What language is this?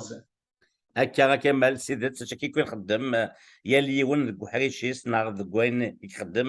Kabyle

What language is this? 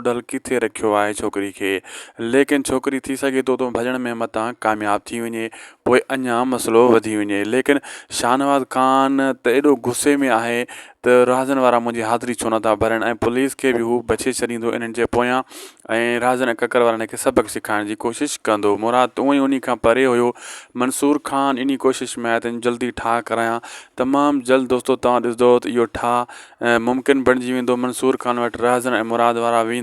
Sindhi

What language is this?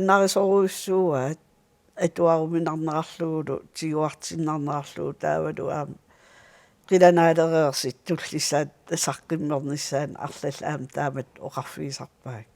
Kalaallisut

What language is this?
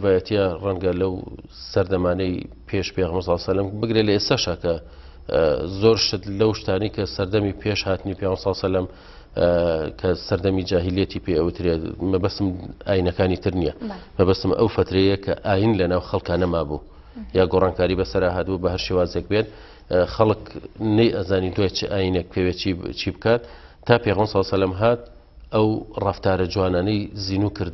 Central Kurdish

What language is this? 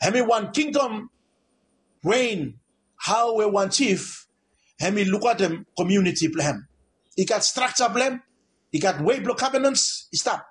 Bislama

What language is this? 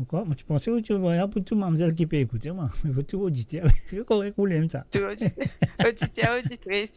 Morisyen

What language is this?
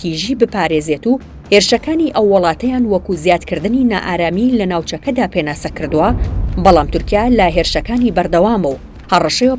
Central Kurdish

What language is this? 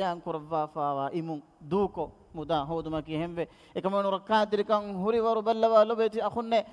Divehi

